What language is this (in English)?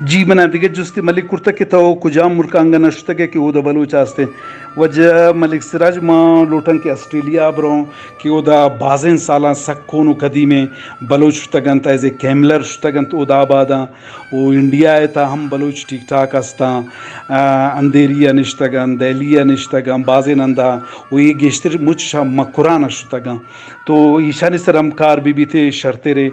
Eastern Balochi